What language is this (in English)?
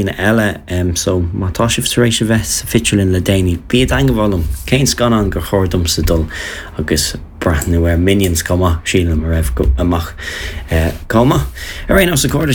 Irish